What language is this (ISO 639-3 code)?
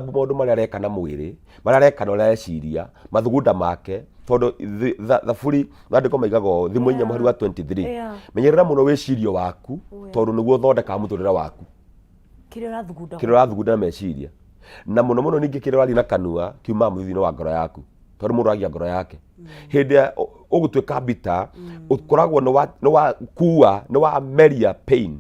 kik